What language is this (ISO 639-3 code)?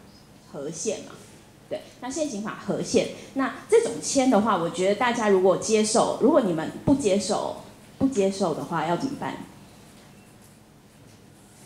zho